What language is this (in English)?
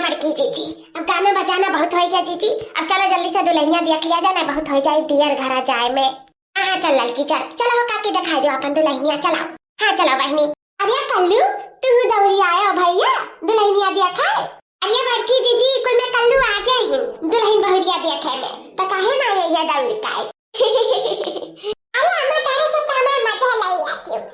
Awadhi